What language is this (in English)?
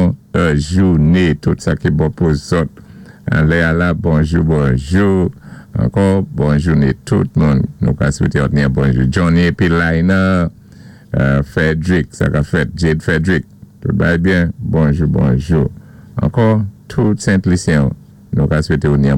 Saint Lucian Creole French